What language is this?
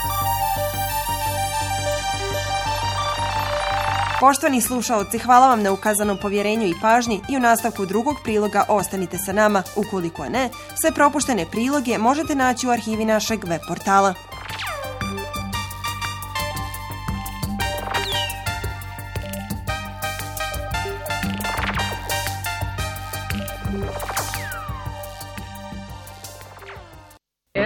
Bosnian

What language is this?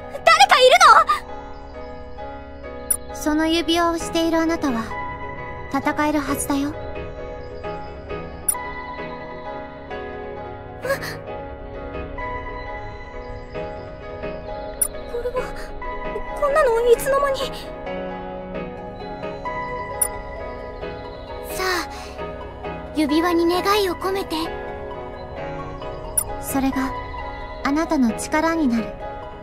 Japanese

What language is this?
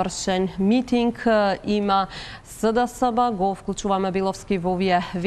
Macedonian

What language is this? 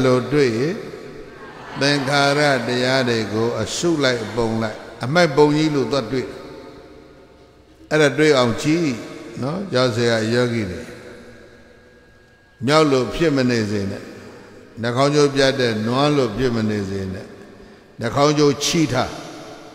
Burmese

